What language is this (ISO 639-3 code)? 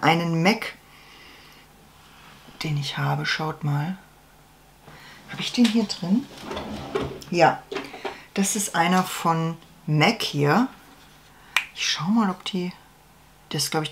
deu